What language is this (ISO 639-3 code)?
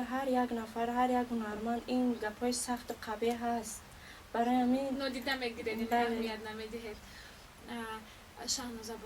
tgk